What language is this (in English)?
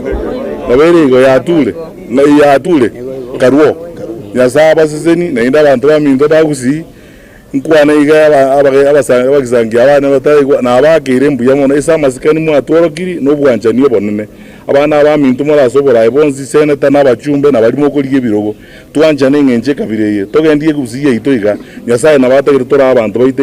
Gusii